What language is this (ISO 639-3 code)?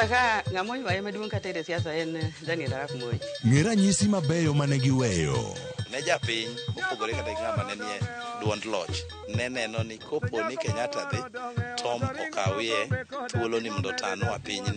luo